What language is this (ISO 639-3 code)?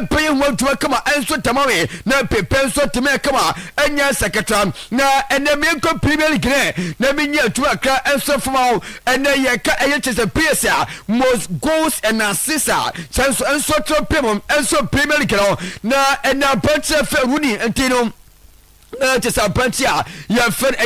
aka